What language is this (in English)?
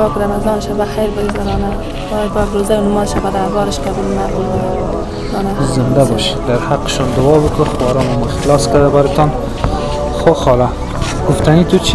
Persian